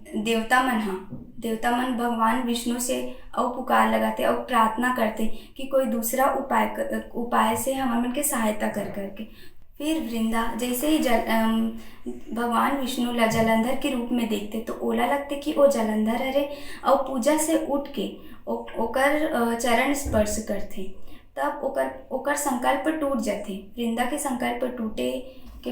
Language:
Chhattisgarhi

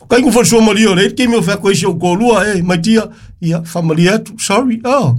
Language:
Samoan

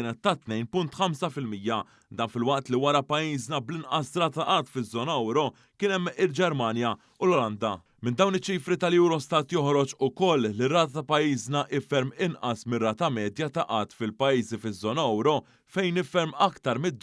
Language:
Maltese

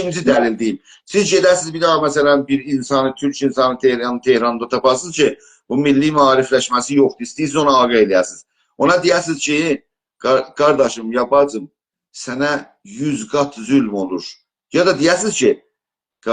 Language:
South Azerbaijani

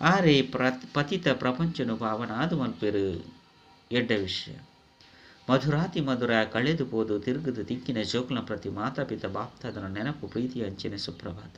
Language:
Tulu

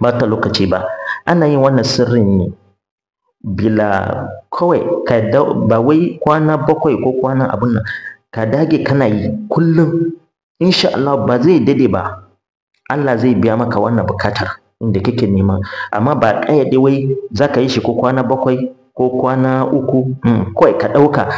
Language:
Hausa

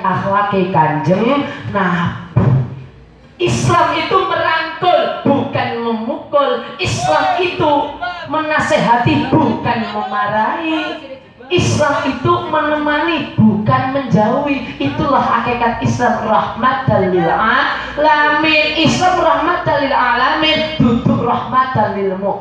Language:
Javanese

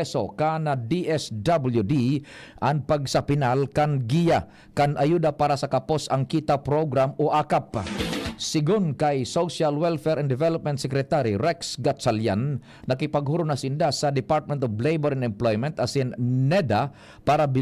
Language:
Bikol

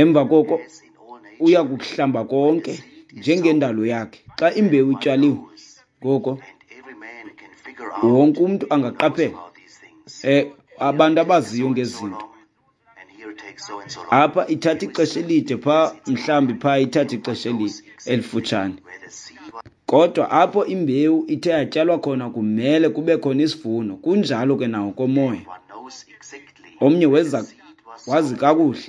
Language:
Xhosa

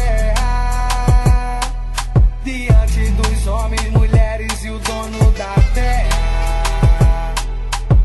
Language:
Portuguese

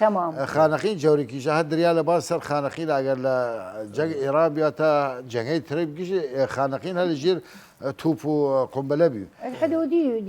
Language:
Southern Kurdish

